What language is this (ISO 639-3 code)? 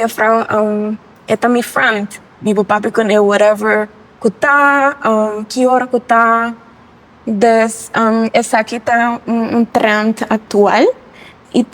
pap